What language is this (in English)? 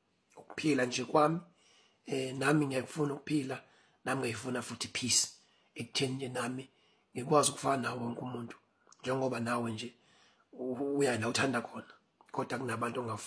Zulu